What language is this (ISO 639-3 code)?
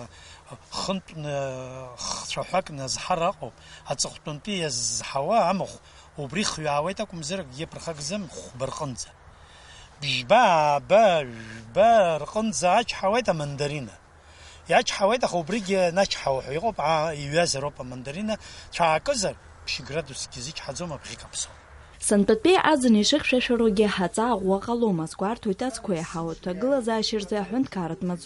abk